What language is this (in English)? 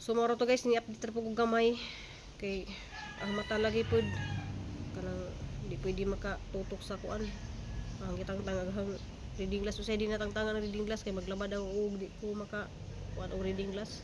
Cebuano